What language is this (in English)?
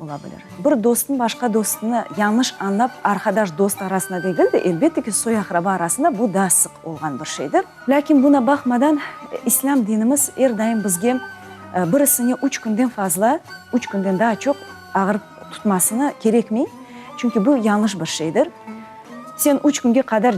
Crimean Tatar